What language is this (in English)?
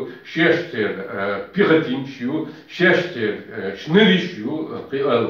Chechen